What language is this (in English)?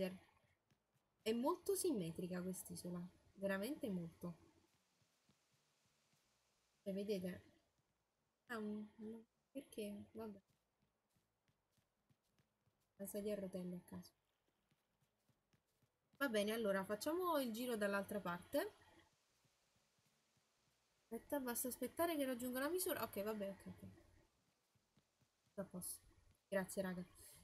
Italian